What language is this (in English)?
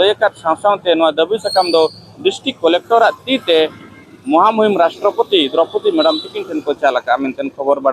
Santali